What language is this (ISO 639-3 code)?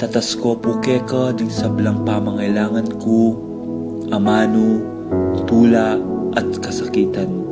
pam